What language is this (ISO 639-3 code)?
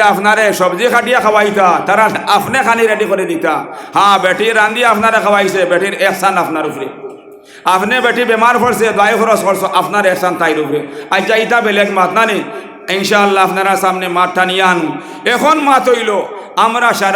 syl